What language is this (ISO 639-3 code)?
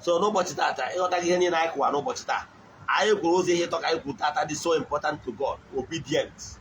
ibo